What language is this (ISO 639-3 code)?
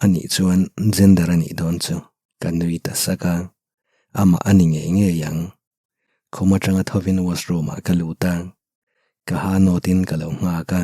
lus